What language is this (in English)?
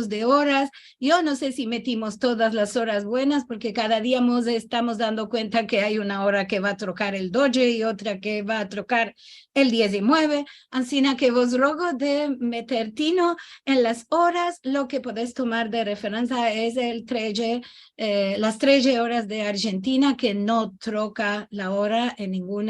Ladino